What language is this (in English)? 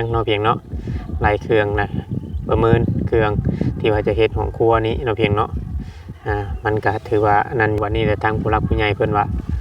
Lao